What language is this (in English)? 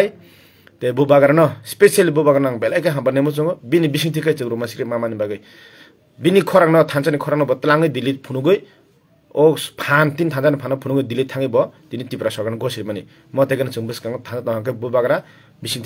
Kok Borok